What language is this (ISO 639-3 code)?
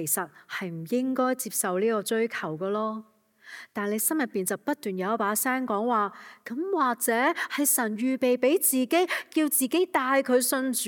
yue